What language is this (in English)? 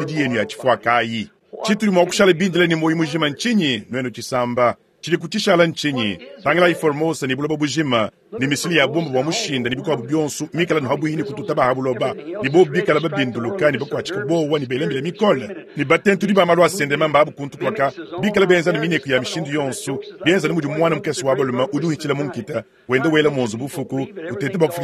Luba-Lulua